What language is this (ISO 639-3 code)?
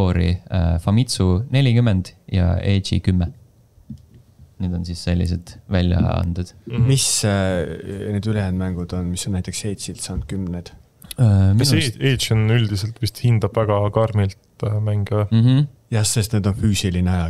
est